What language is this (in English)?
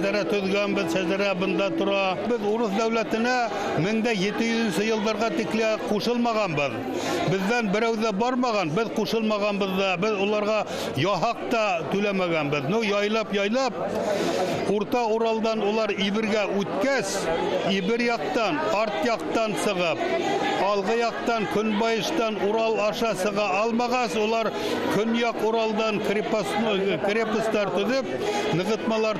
Bashkir